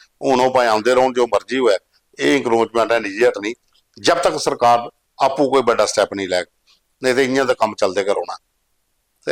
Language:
Dogri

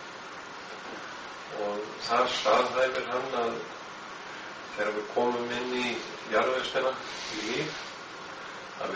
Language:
Icelandic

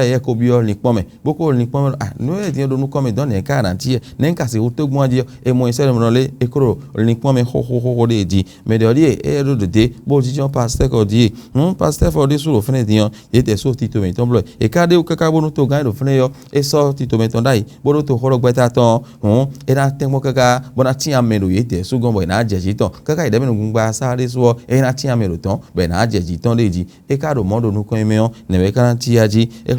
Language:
Fon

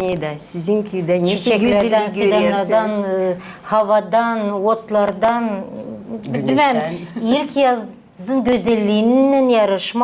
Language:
Gagauz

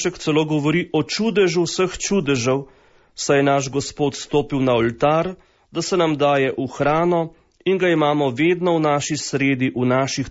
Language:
Slovenian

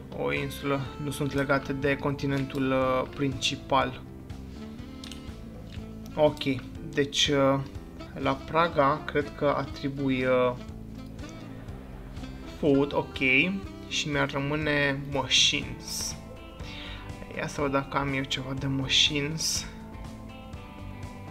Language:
Romanian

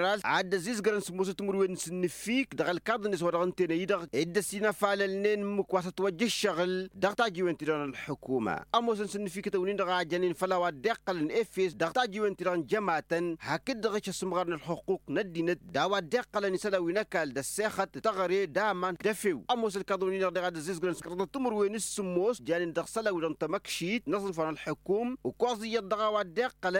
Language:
Tamasheq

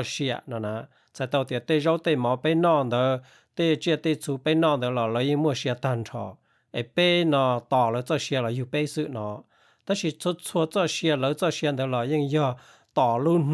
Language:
Hmong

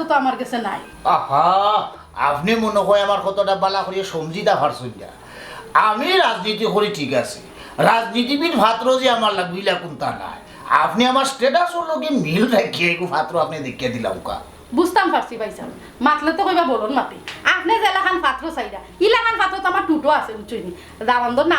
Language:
Sylheti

